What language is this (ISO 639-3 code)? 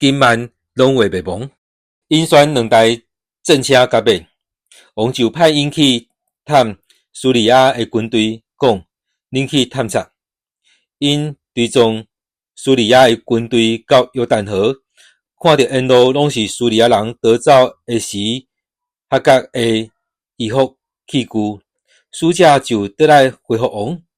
nan